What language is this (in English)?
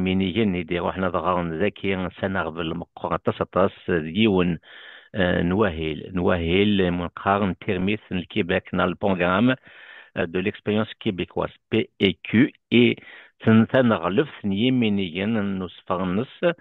Kabyle